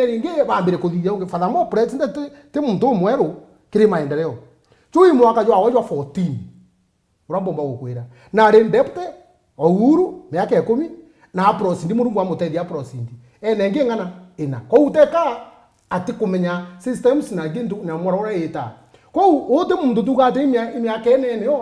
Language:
Meru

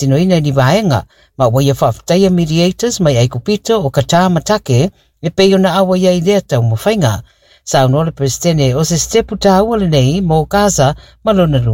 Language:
Samoan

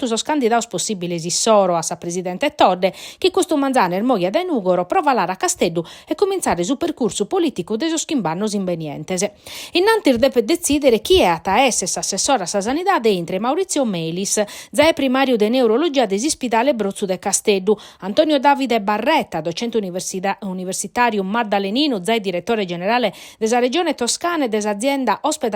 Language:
Sardinian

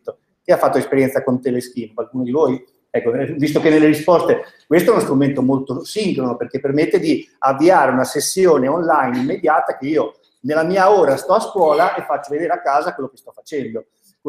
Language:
Italian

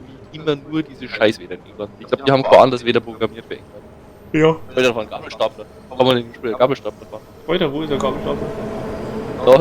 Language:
Bavarian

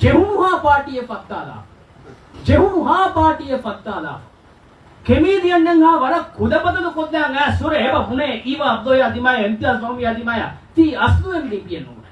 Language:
Divehi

